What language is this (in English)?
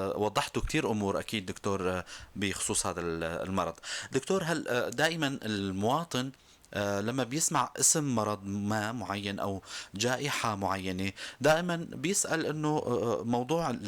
North Levantine Arabic